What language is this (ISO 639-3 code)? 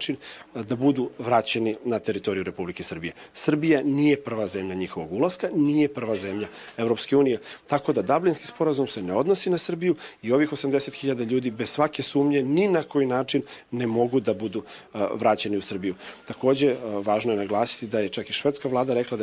srp